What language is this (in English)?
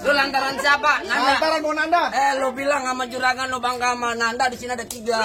Betawi